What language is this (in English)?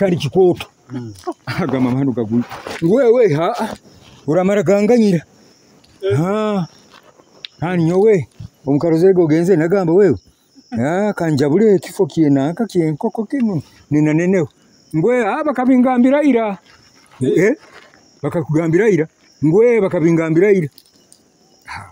Nyoro